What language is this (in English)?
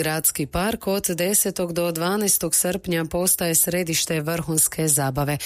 Croatian